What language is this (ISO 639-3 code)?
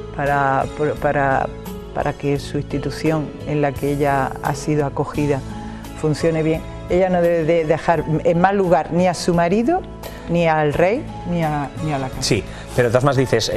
spa